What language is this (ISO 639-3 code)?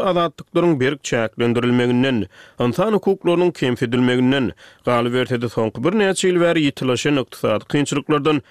tuk